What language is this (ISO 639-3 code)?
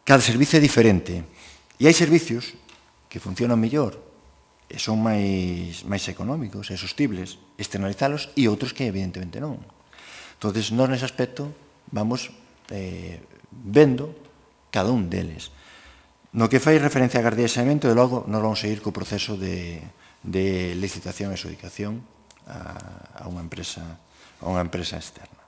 glg